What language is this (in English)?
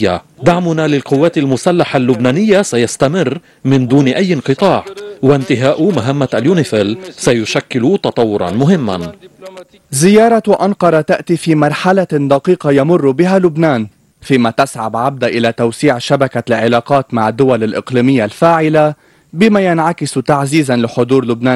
Arabic